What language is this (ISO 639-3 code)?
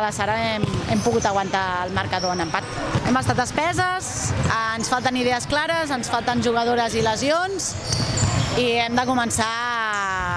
cat